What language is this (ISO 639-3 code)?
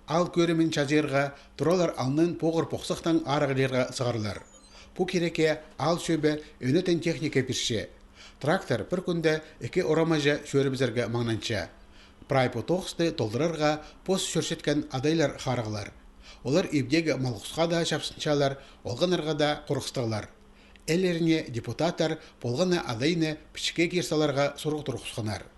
kjh